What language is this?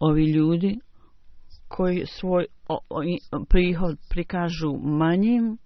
Bosnian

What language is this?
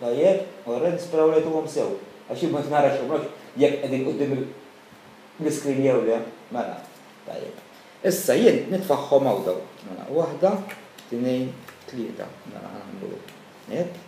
Maltese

